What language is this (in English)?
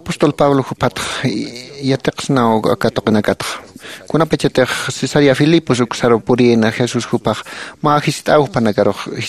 Aymara